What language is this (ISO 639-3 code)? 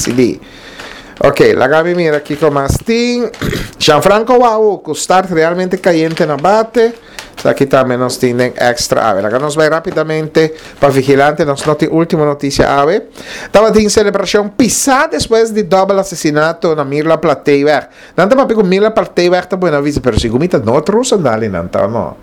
pap